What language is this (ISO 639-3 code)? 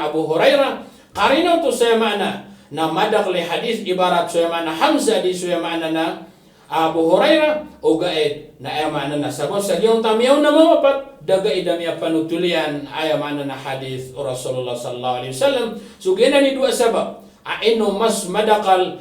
mrw